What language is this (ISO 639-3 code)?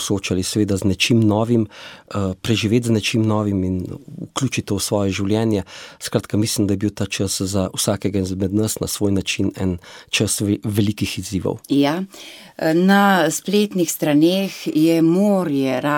slv